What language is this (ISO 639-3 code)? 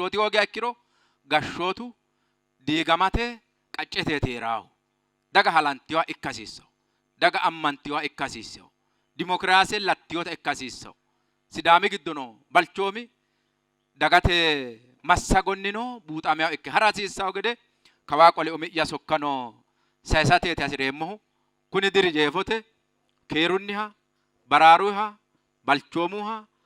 sid